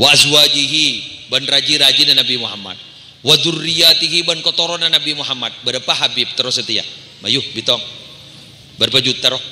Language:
Madurese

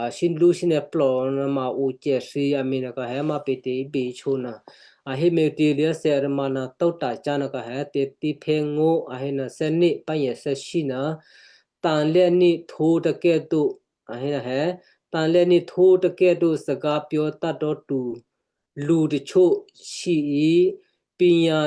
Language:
Western Kayah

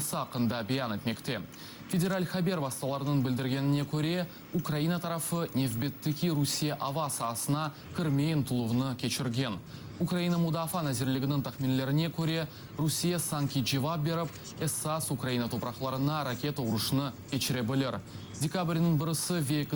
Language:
Crimean Tatar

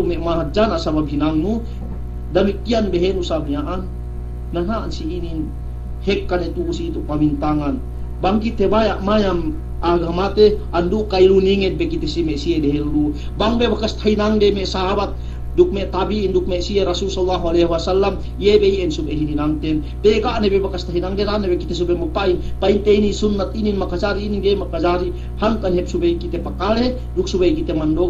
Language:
Yakan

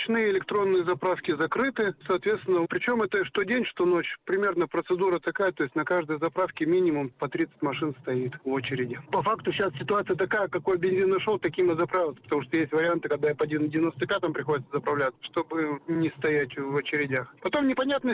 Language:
Russian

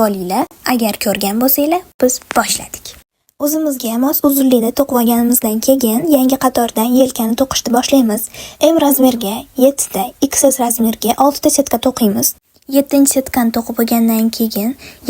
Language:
Uzbek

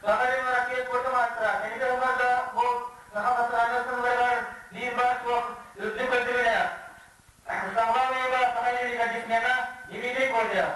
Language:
Yakut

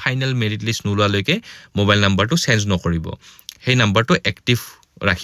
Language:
Assamese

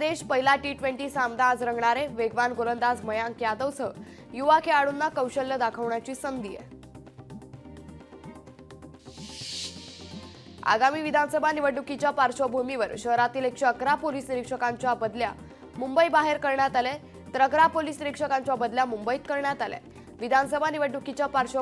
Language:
Marathi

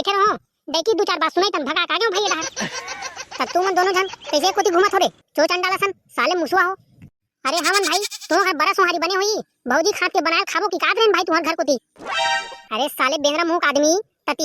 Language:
Chhattisgarhi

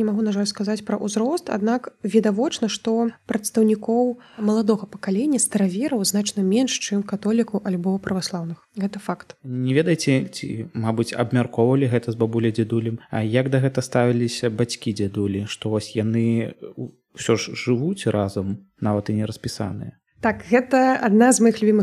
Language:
Belarusian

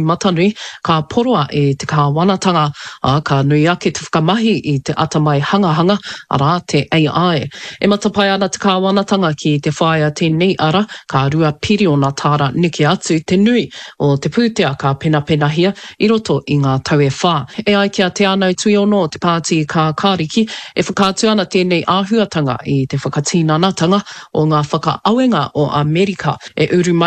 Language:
Māori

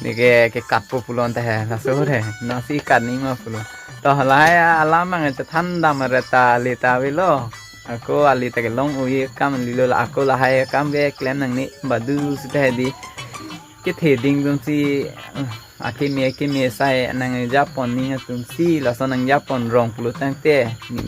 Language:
Karbi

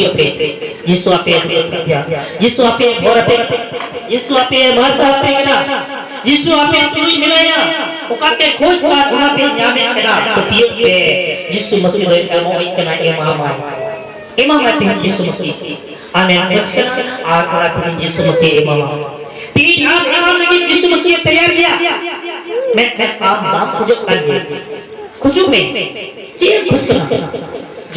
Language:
Santali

